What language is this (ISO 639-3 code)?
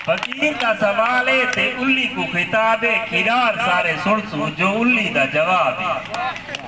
skr